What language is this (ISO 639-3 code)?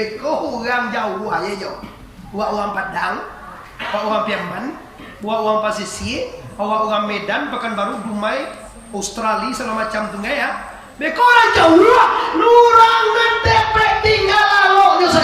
min